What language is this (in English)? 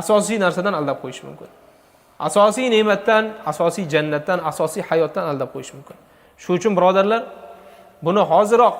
Uzbek